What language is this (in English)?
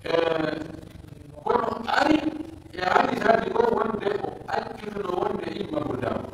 Pular